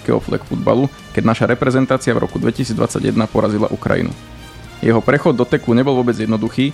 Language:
Slovak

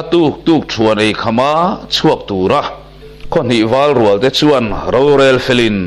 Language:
Mizo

